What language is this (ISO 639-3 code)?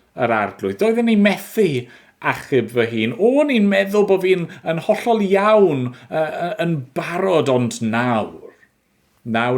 cym